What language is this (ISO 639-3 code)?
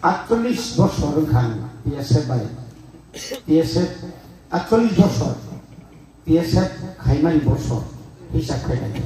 trp